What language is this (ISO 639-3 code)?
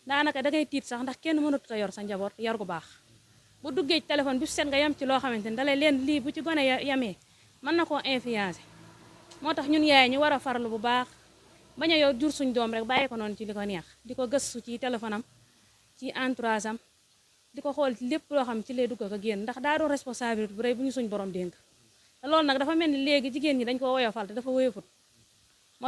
wol